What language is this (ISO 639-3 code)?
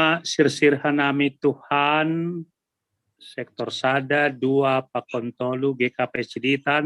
bts